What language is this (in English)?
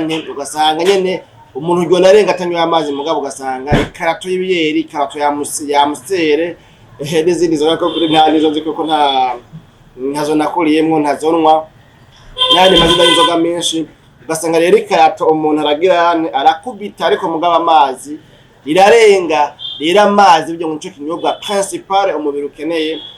Rundi